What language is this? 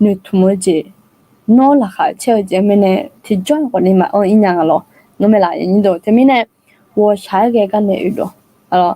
Akha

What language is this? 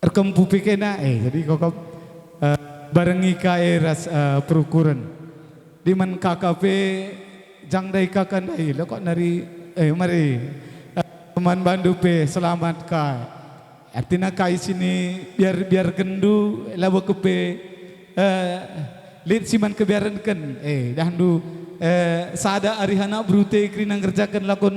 Batak Karo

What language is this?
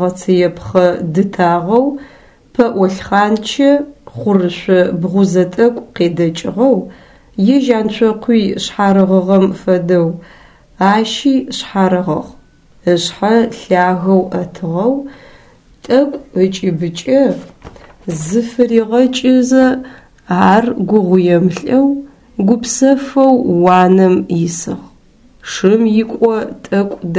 Adyghe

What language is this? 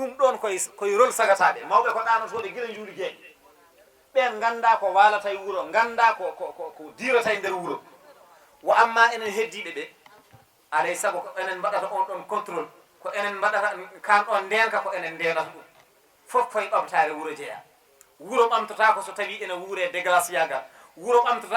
Fula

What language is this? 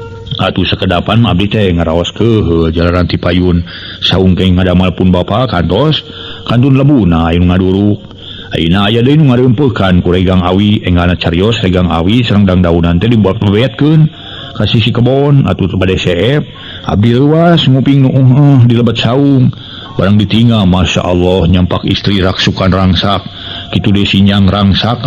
Sundanese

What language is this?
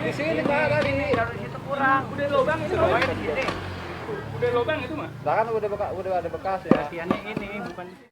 Betawi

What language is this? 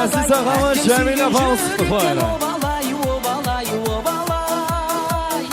Kara-Kalpak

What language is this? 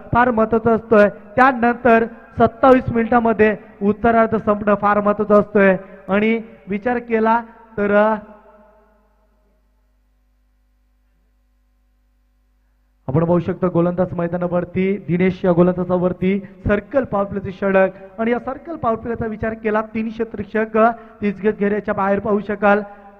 Marathi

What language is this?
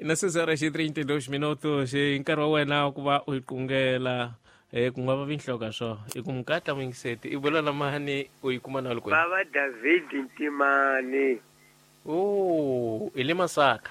Tsonga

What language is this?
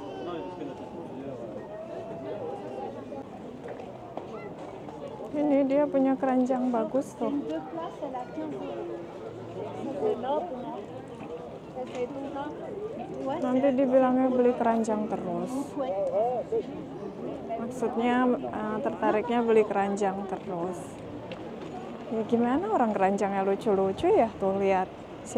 Indonesian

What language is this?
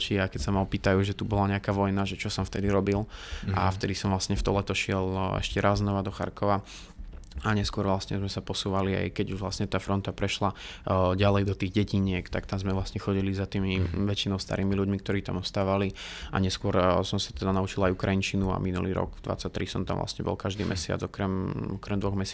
Slovak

